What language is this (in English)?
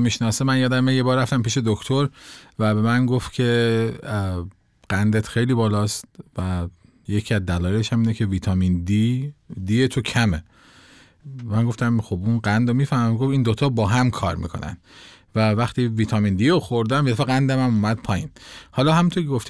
Persian